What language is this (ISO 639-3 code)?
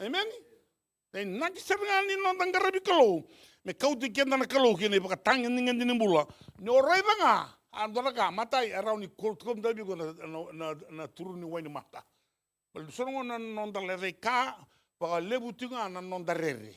fij